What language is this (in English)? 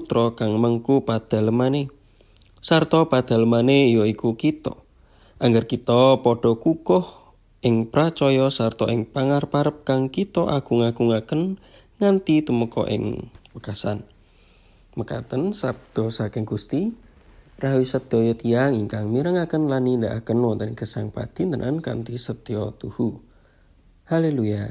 Javanese